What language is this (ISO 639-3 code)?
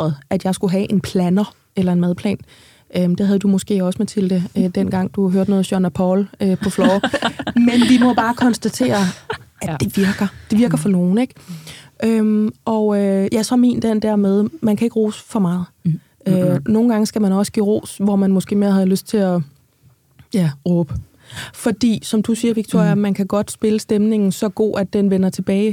dan